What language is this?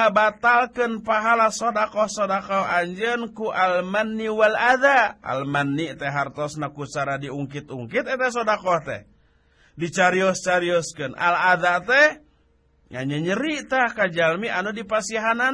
Sundanese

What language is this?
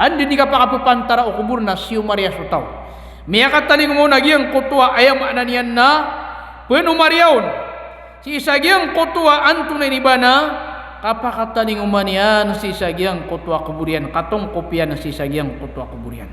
Maranao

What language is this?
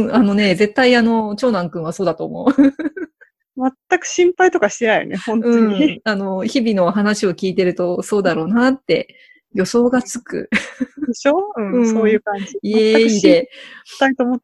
Japanese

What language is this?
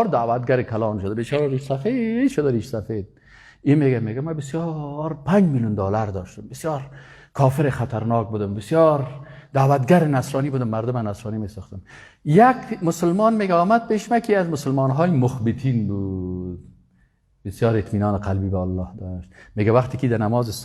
Persian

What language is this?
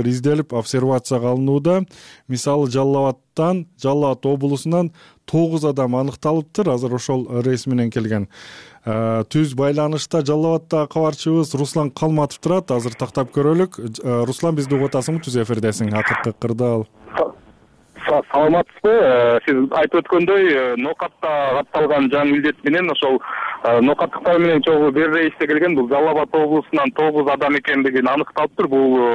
Kyrgyz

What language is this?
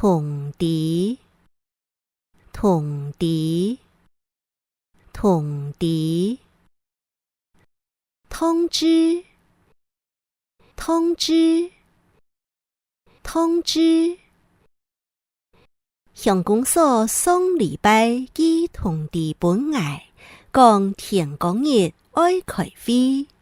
Hakka Chinese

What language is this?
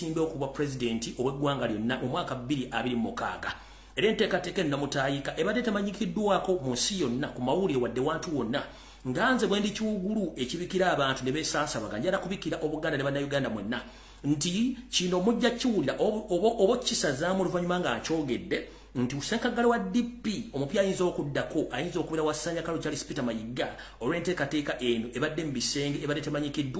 Ganda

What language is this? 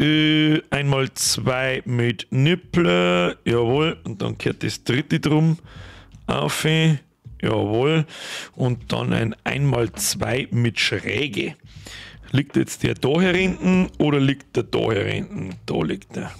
Bavarian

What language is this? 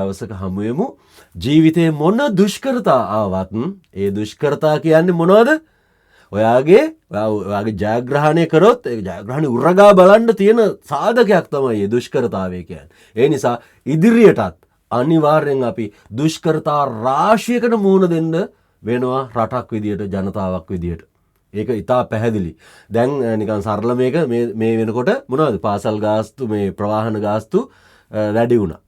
Sinhala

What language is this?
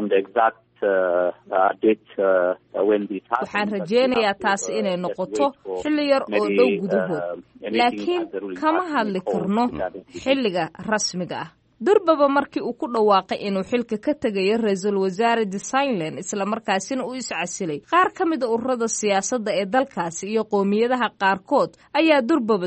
Somali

